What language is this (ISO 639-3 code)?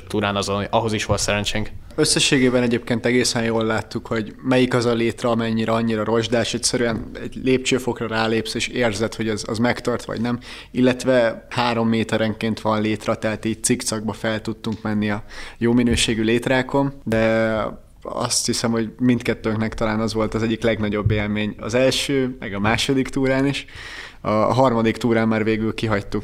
hun